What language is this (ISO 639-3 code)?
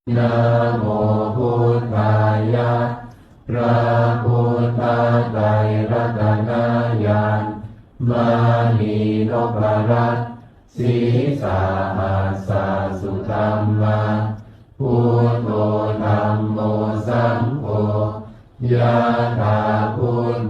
pli